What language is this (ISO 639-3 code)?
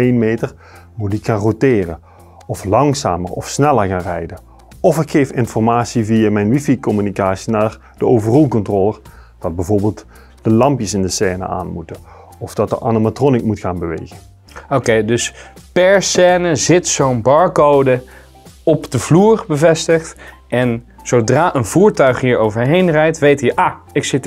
nld